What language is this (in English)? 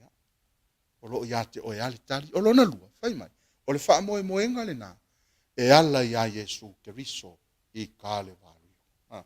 Samoan